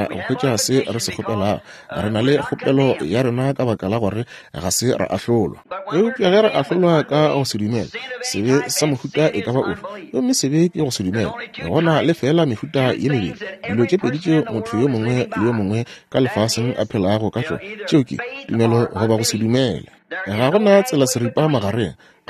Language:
Northern Sotho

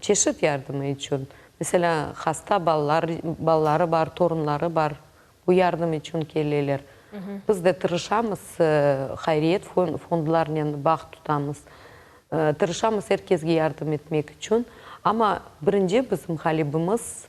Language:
Crimean Tatar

